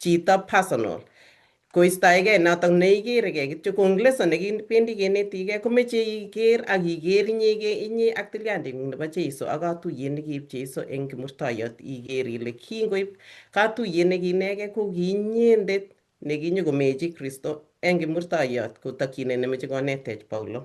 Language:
Kalenjin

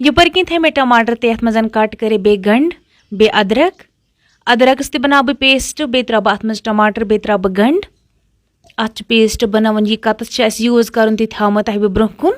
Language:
Kashmiri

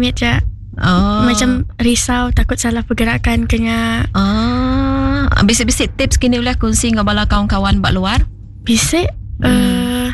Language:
Iban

